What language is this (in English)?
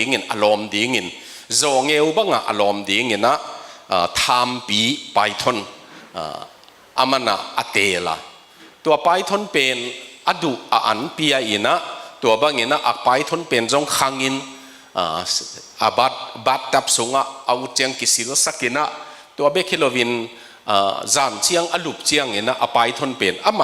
Tedim Chin